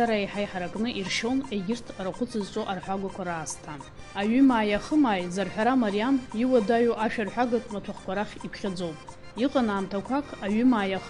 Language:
Abkhazian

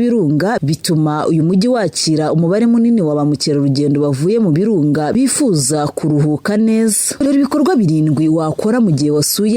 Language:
Kinyarwanda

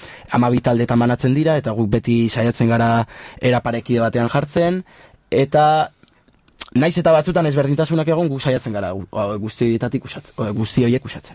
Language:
Basque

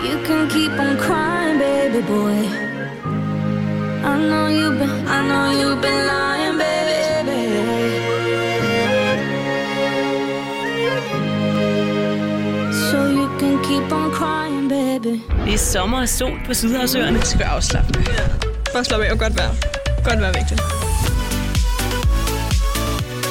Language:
Danish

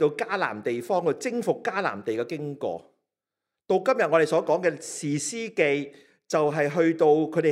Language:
Cantonese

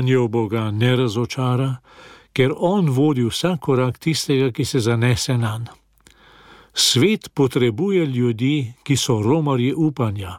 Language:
Slovenian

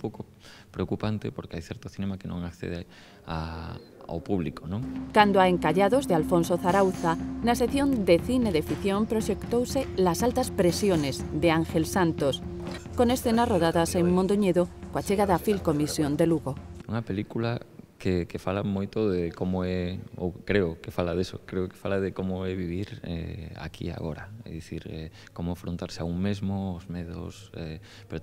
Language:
Galician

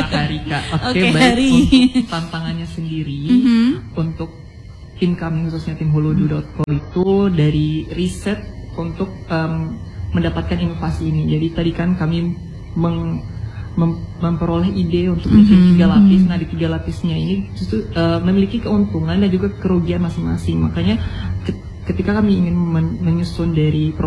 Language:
Indonesian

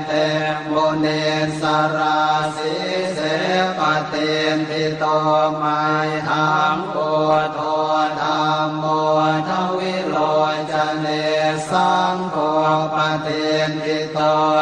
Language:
Pali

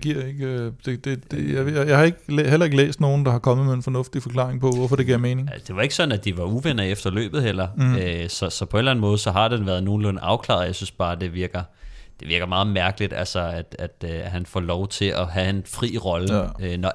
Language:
Danish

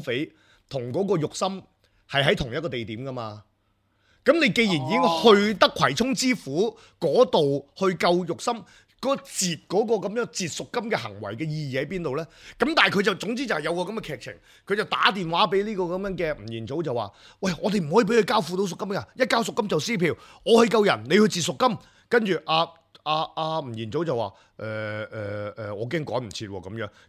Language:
Cantonese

